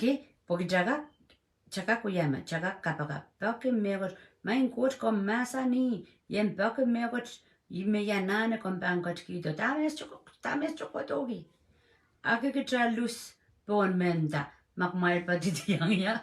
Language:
Pohnpeian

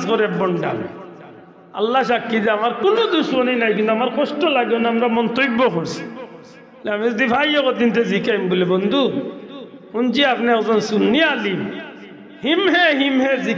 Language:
Sylheti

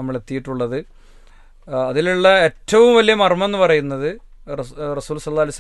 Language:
Malayalam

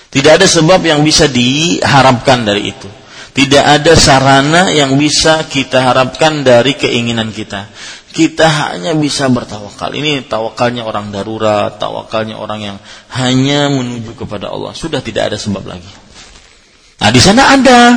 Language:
Indonesian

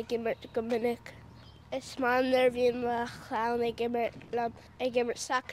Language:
Irish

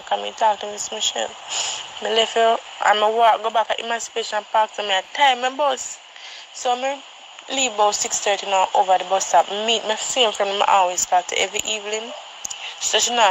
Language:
Jamaican Creole English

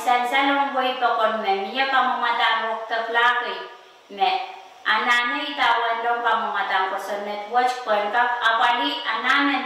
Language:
Pohnpeian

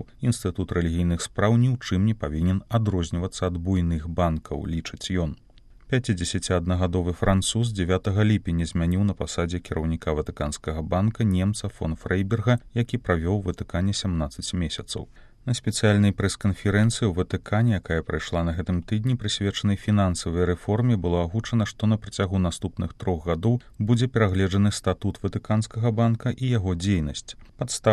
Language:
Belarusian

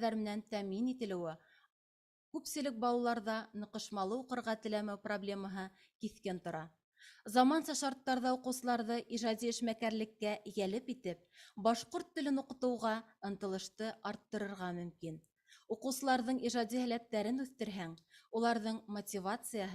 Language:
Bashkir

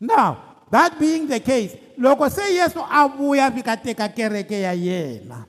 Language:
Tsonga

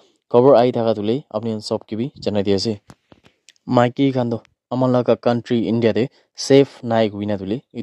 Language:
Naga Pidgin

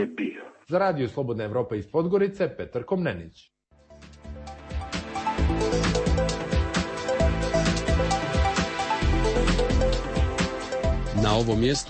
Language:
Serbian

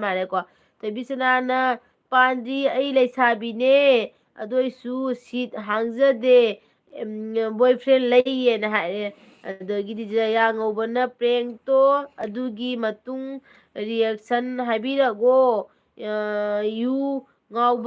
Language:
Manipuri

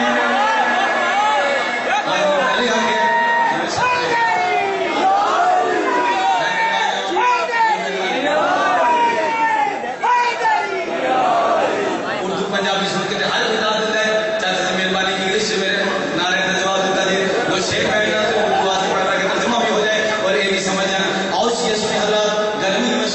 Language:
Urdu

